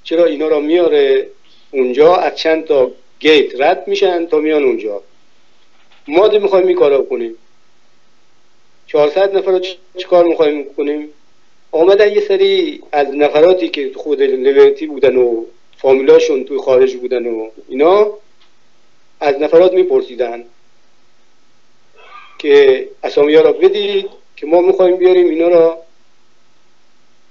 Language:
Persian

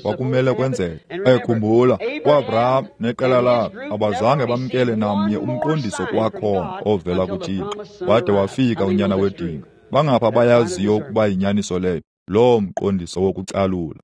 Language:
Xhosa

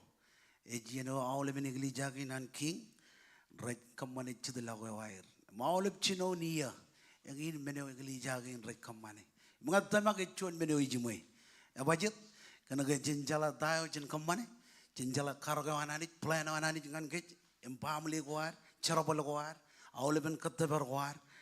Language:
Marshallese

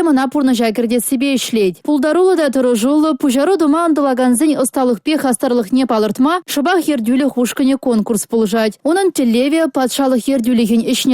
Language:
Chuvash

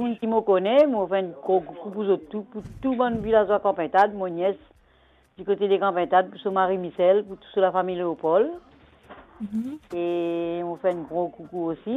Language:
Morisyen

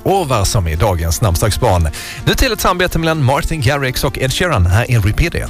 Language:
Swedish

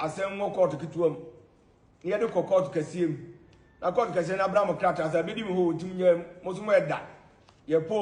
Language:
Akan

